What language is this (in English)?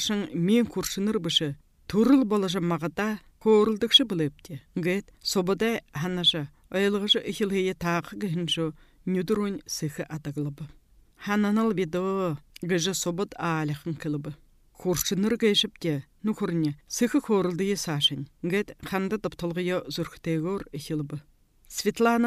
Buriat